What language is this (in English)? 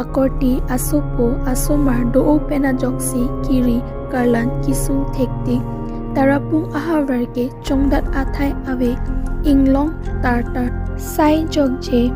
Karbi